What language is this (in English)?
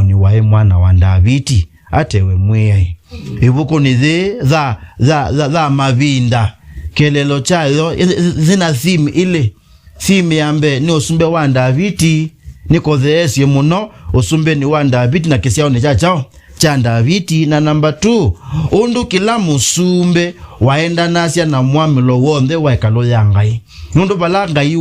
Kamba